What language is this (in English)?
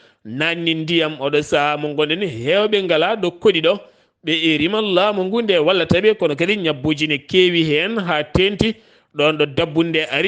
Fula